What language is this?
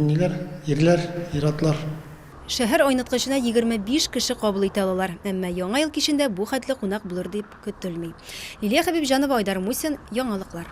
Tatar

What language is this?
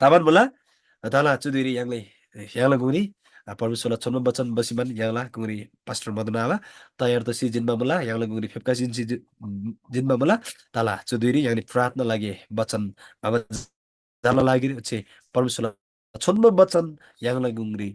Eastern Tamang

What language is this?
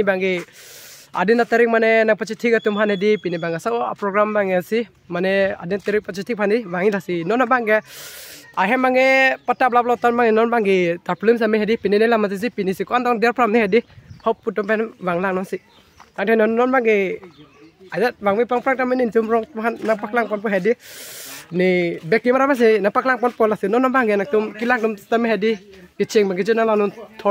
Karbi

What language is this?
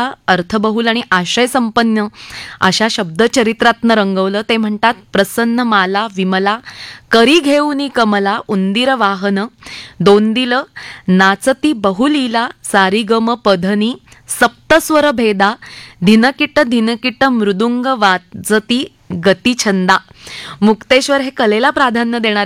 Marathi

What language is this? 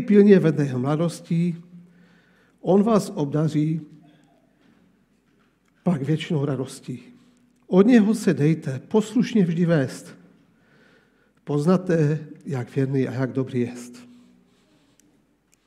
Czech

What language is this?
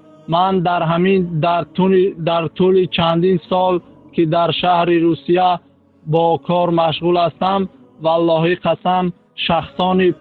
Tajik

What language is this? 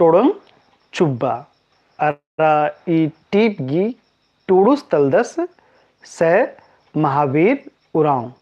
Kurukh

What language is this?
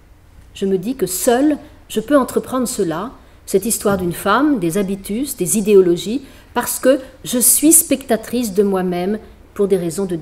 French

